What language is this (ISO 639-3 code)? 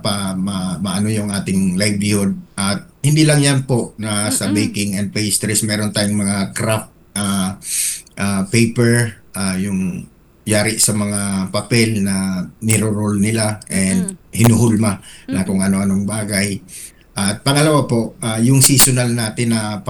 fil